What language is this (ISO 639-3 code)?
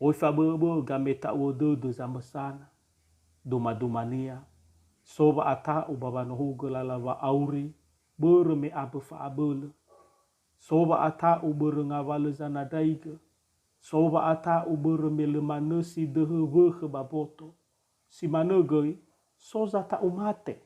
nia